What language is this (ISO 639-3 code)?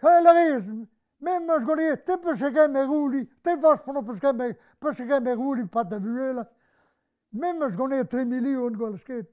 bre